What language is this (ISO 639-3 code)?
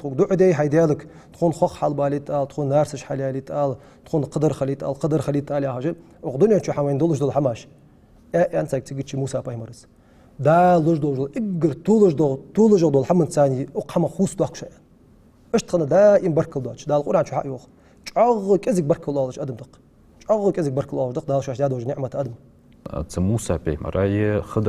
inh